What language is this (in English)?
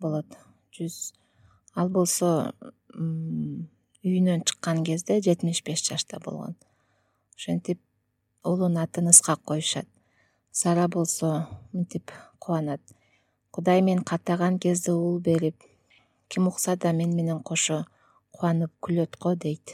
Kyrgyz